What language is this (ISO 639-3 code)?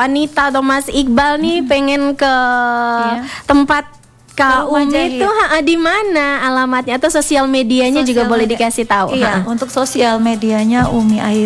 ind